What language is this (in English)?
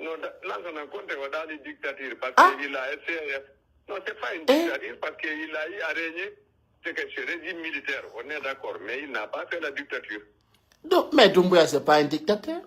Pular